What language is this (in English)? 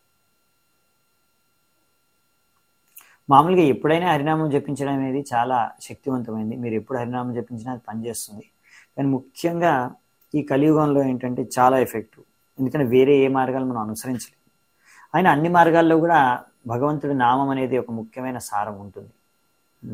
Telugu